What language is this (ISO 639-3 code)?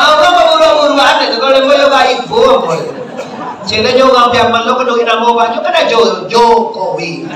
min